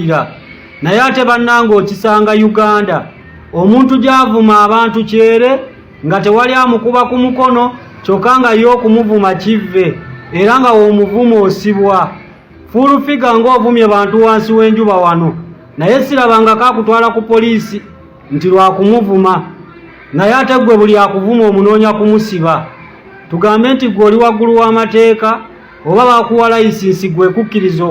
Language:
Ganda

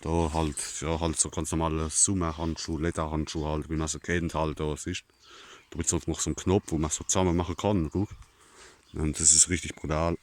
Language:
Palatine German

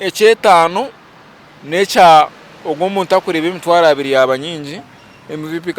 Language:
Nyankole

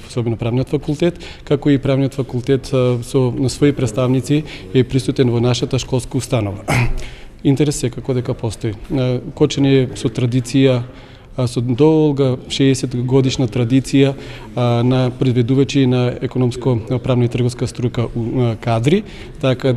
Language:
Macedonian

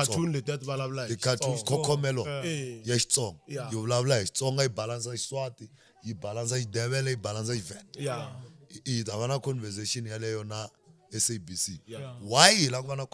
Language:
Tsonga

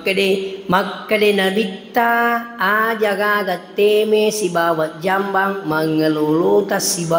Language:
Buginese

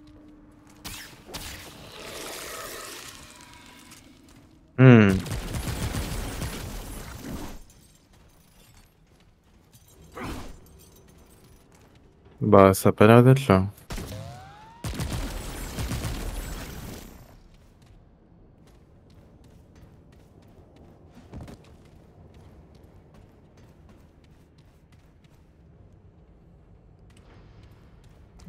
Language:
French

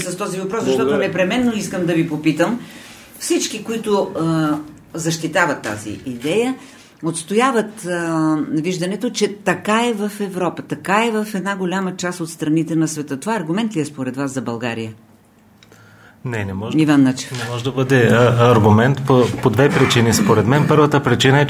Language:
Bulgarian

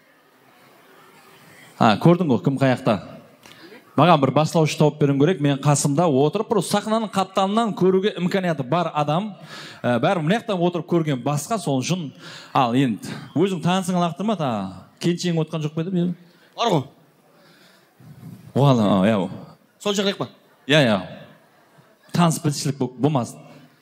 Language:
Kazakh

